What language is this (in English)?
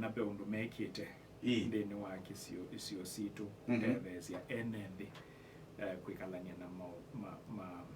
Kamba